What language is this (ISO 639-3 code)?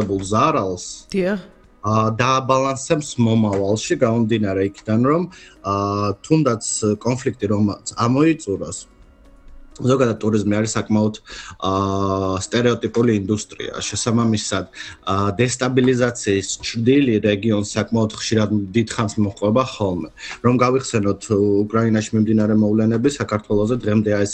kat